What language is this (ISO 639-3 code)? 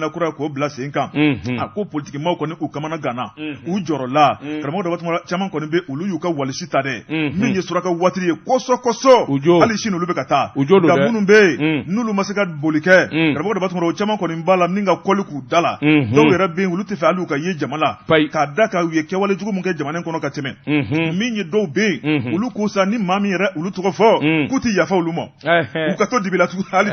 bam